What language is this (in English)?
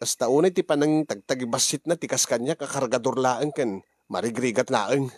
Iloko